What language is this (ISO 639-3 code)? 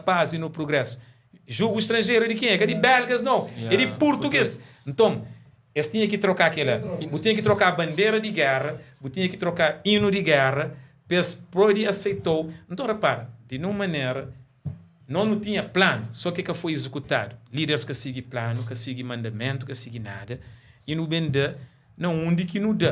kea